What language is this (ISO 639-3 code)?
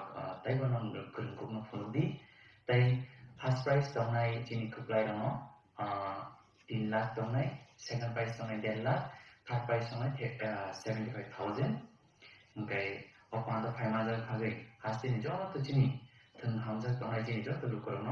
trp